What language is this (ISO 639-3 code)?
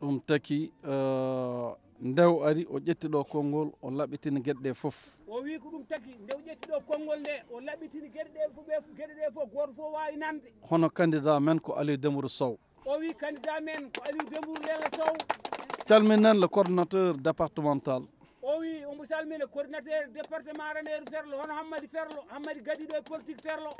ful